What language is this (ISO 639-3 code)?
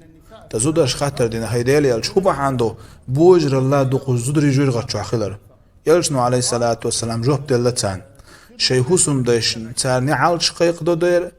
che